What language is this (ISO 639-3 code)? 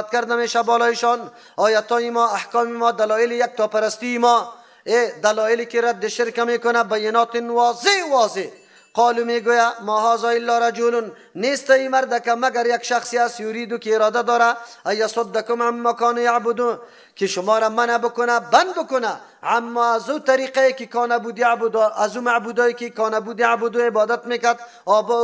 fas